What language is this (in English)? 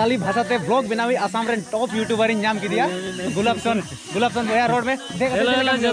Santali